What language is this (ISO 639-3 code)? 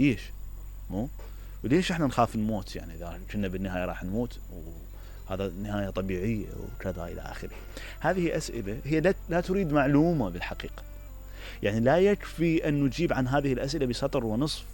acm